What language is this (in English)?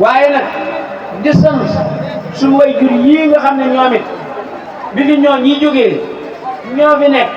Wolof